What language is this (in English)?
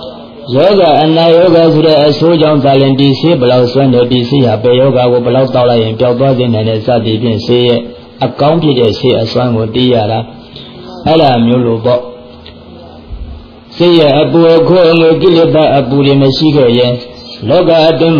Burmese